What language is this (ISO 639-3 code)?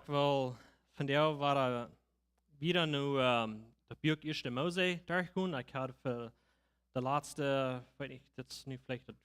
pdt